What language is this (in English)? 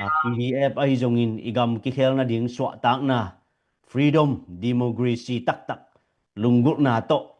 Tedim Chin